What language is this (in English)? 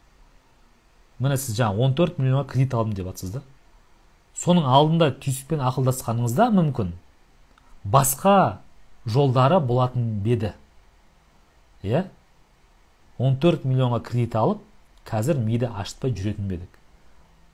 Kazakh